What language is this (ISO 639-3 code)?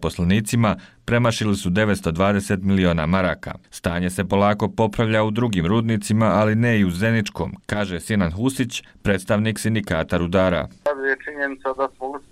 bos